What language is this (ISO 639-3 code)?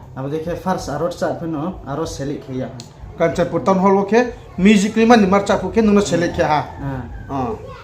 ria